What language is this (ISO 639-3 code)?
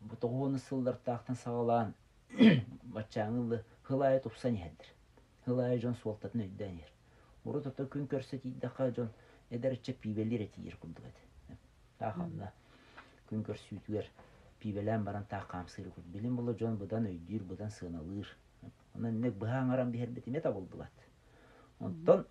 sah